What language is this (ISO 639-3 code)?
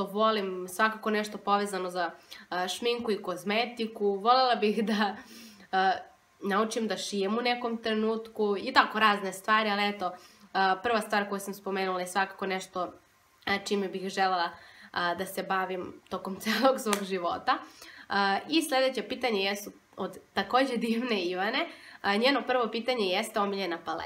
srp